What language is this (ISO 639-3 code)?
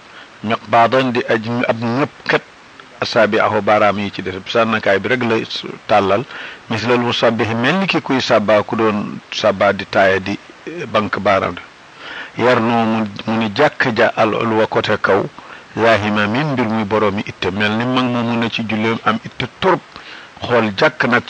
wol